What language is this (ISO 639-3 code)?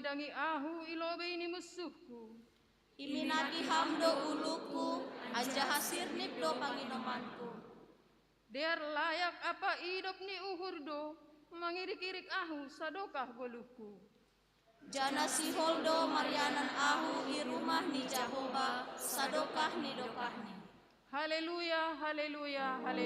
bts